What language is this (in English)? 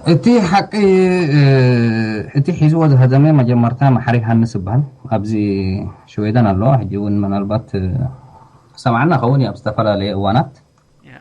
Tigrinya